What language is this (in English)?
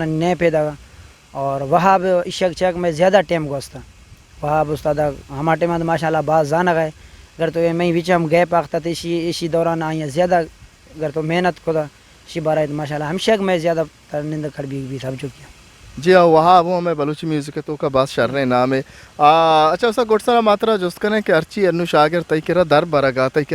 Eastern Balochi